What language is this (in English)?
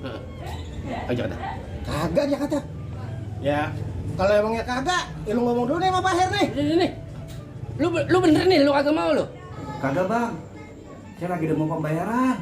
Betawi